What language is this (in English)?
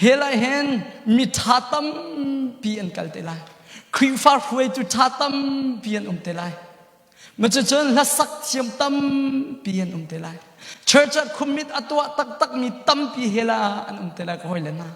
Hakha Chin